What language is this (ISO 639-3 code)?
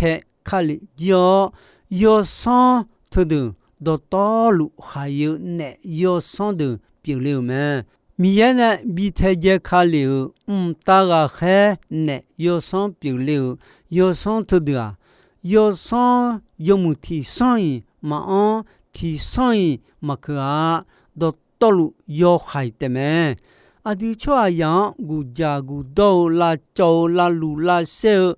ahk